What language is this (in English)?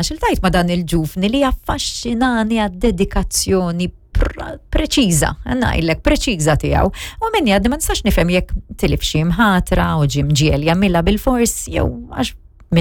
Maltese